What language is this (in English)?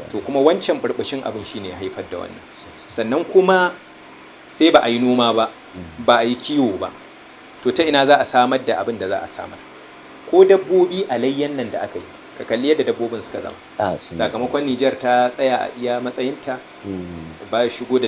Hausa